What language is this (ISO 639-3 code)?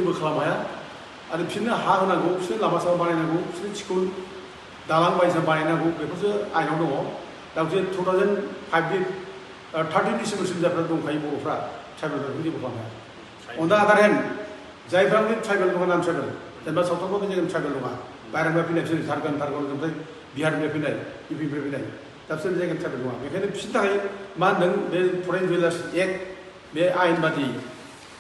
brx